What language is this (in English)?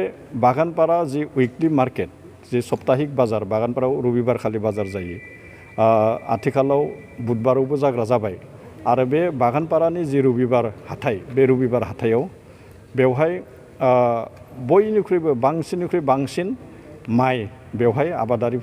Bodo